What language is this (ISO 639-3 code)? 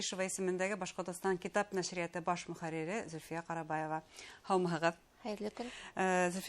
bak